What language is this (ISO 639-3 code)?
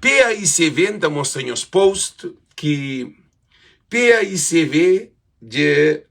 kea